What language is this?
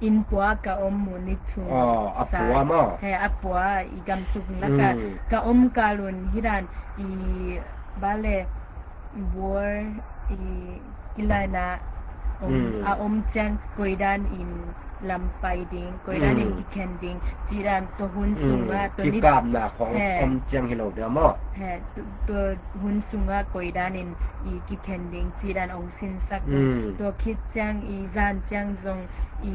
Tedim Chin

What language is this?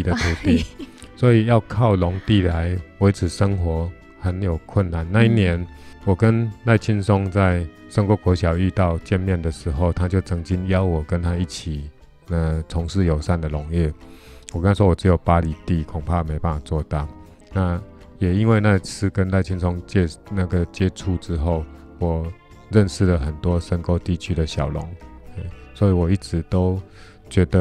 Chinese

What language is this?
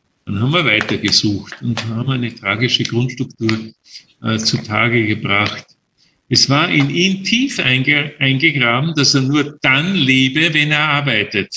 German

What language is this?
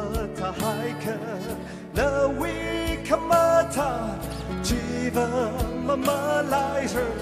Tangkhul Naga (India)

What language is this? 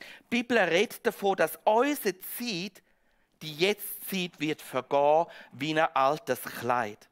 Swiss German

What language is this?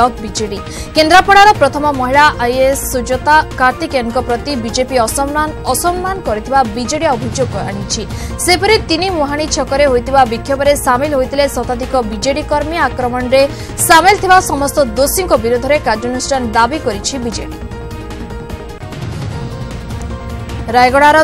Odia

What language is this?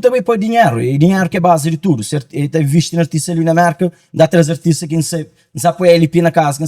Kabuverdianu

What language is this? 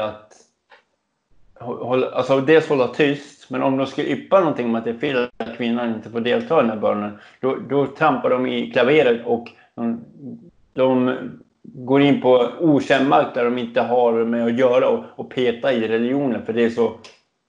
Swedish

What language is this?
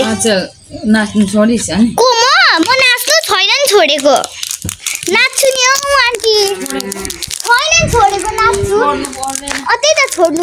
Nepali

